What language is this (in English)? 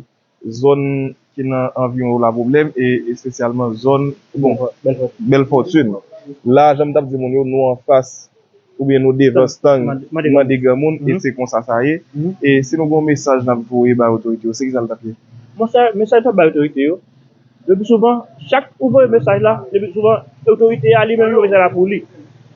Haitian Creole